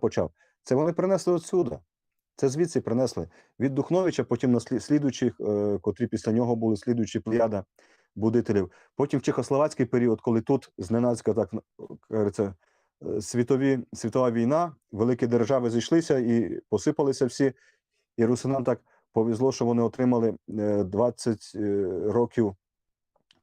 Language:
Rusyn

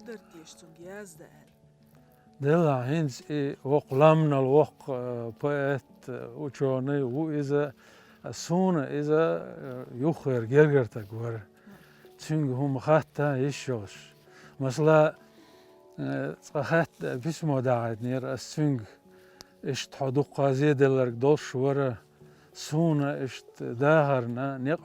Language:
Chechen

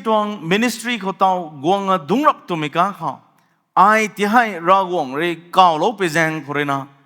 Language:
Rongmei Naga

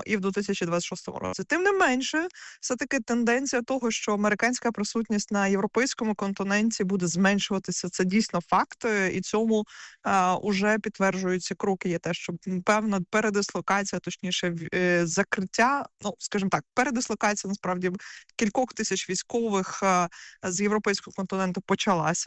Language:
Ukrainian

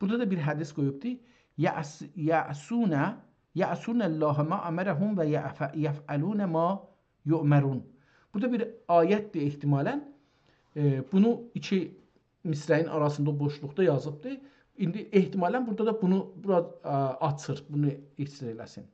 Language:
South Azerbaijani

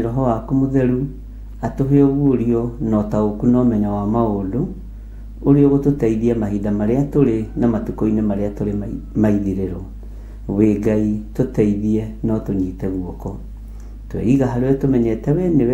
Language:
Kikuyu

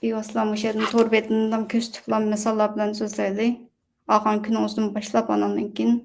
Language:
Uyghur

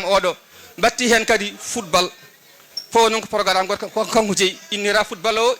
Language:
Fula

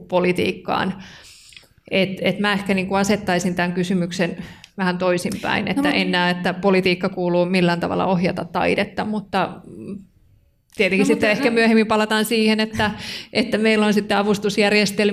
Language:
Finnish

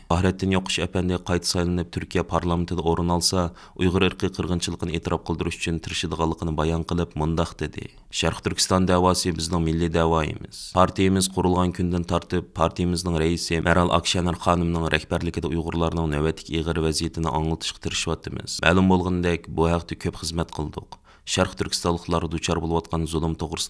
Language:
Uyghur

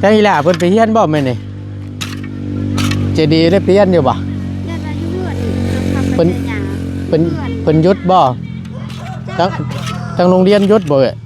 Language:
Northeastern Thai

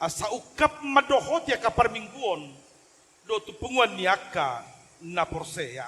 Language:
Batak Toba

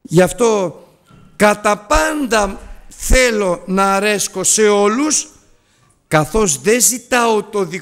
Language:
Greek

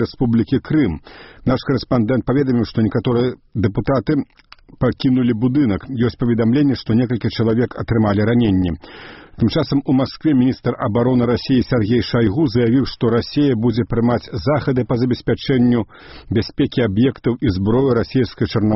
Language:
Belarusian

